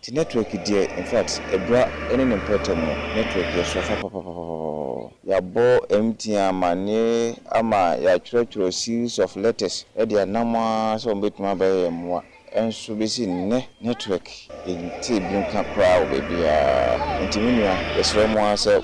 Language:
Akan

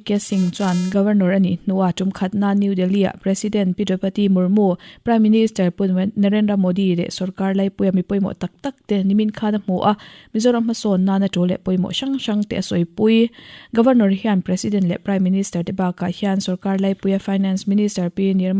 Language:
Mizo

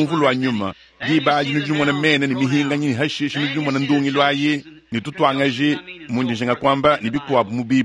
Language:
Luba-Lulua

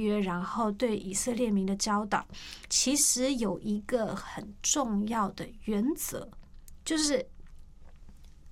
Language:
Chinese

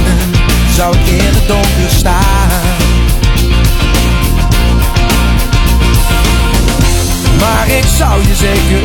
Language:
Dutch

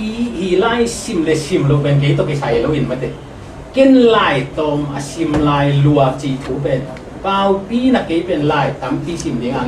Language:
Tedim Chin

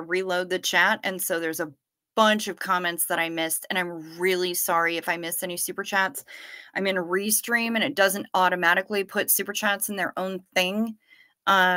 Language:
English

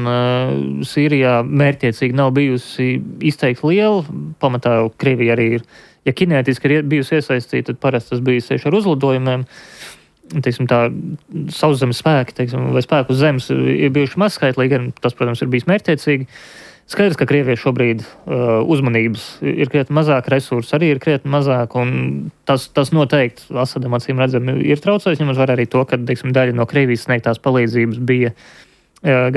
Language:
Latvian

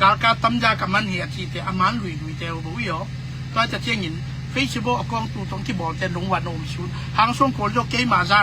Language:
Tedim Chin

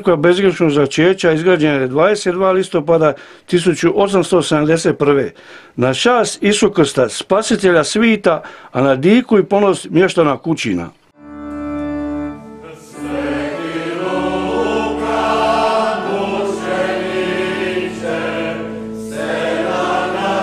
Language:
Croatian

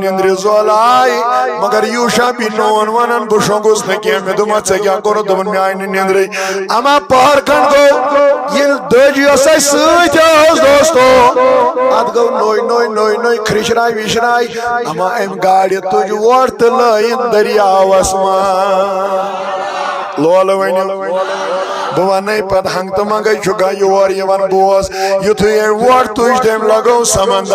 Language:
Kashmiri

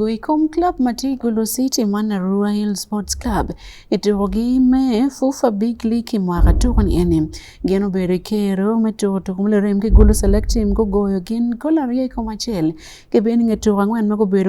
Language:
Acoli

